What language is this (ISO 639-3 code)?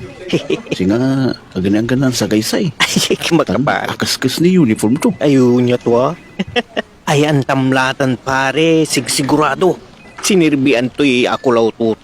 pag